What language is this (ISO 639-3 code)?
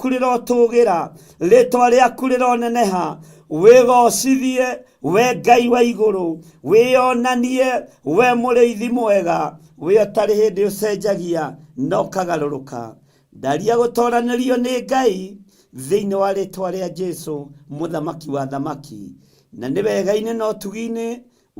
kik